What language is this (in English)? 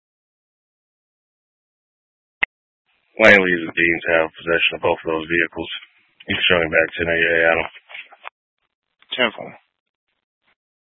English